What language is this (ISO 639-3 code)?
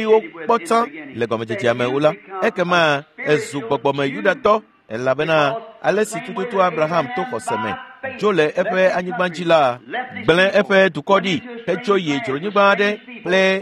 ewe